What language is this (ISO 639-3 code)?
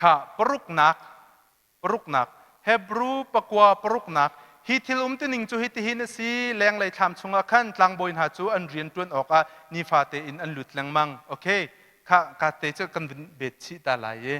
cnh